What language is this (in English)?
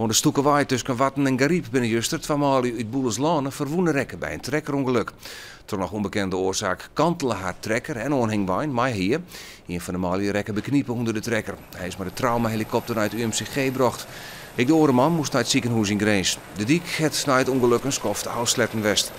Western Frisian